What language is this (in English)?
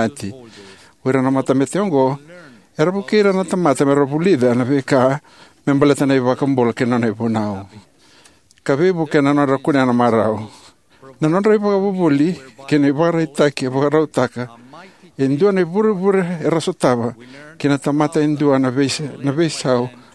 Fijian